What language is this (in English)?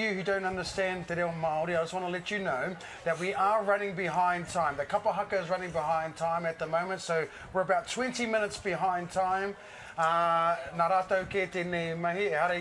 Māori